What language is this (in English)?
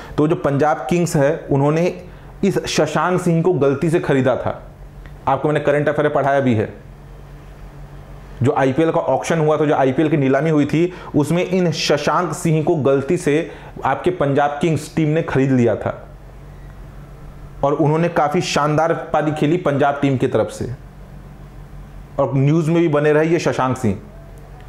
Hindi